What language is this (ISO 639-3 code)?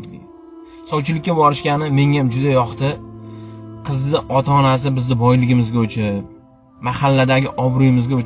uzb